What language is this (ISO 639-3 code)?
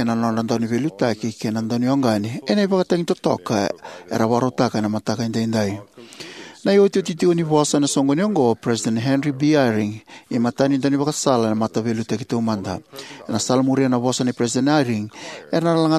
fij